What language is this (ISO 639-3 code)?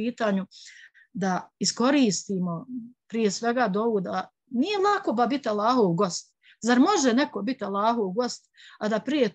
bos